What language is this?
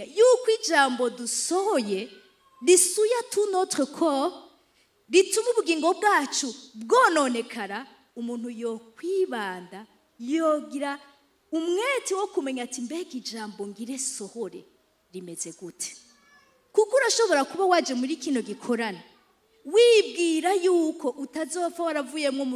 Rundi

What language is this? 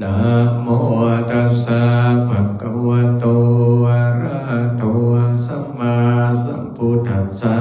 Pali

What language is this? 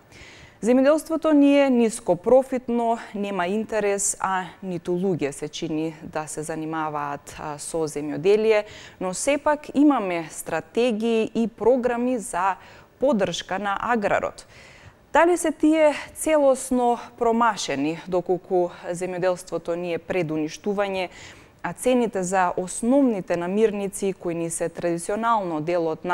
Macedonian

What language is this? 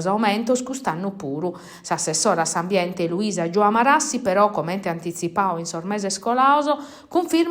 Sardinian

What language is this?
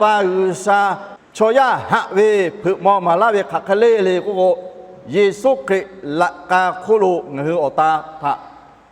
Lahu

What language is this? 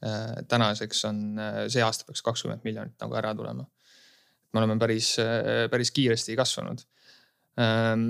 Estonian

